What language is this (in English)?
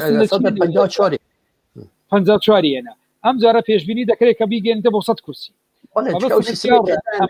Central Kurdish